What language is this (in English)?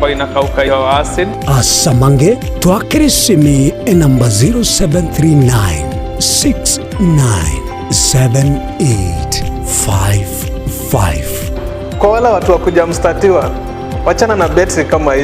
Gusii